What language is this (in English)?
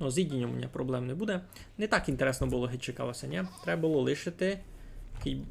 Rusyn